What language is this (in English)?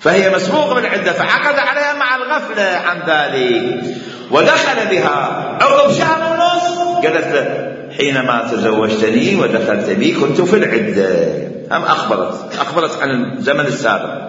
Mesopotamian Arabic